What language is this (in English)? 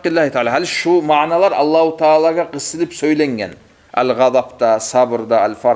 Kumyk